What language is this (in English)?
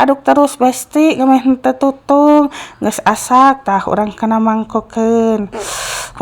Sundanese